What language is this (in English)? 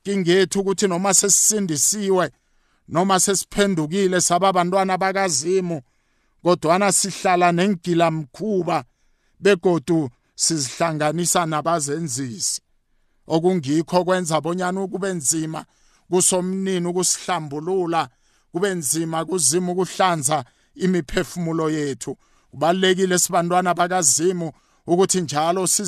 South Ndebele